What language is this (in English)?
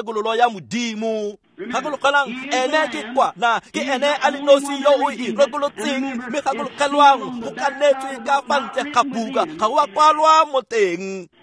Tswana